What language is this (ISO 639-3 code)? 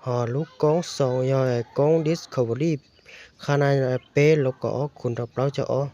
hmn